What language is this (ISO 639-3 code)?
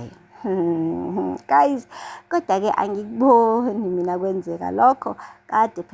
zul